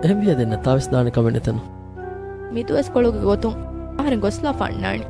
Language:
Divehi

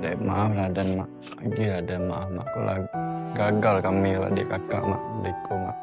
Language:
Minangkabau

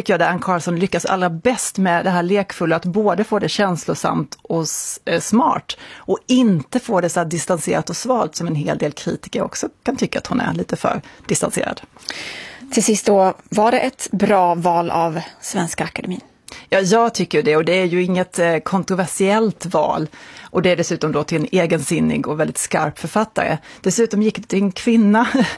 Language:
Swedish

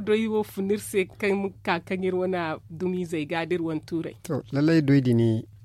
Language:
Zarma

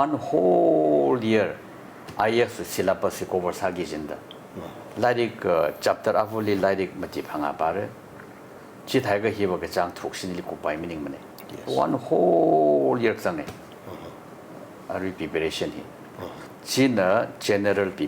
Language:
Tangkhul Naga (India)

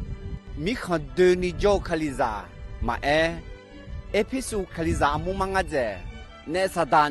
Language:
Akha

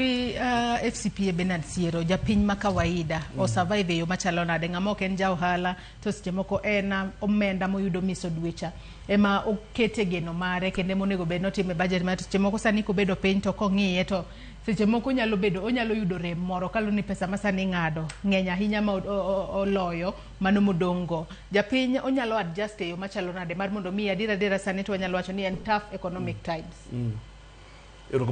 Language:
Luo (Kenya and Tanzania)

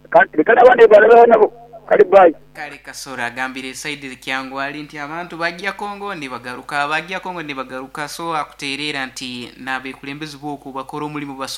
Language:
Nyoro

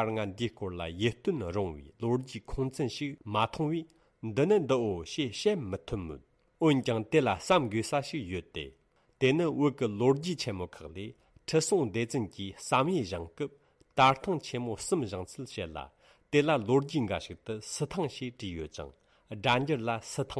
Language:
Tibetan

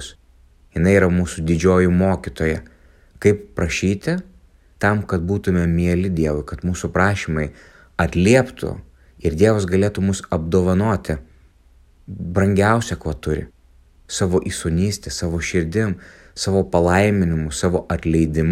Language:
Lithuanian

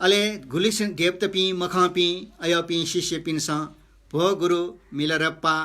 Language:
Newari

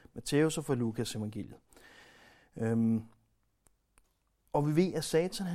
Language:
Danish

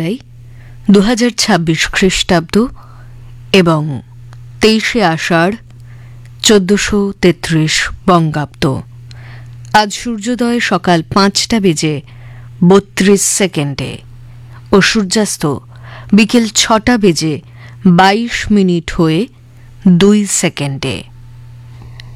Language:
Bangla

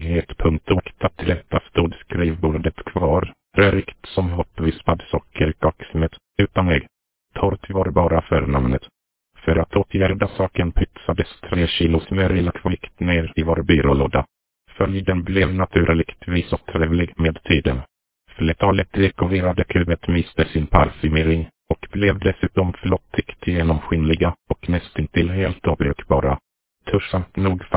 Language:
Swedish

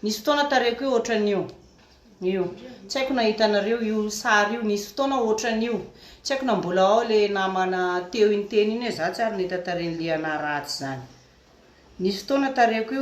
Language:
Malagasy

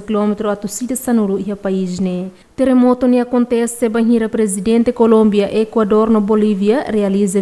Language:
Tetum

